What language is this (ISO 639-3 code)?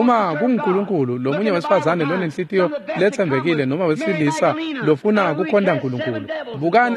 ssw